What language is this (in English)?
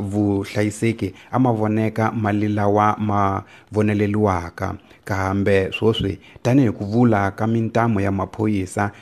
Tsonga